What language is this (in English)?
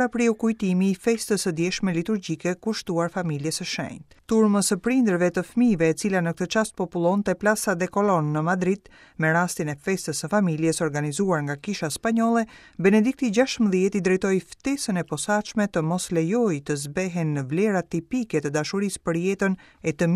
Albanian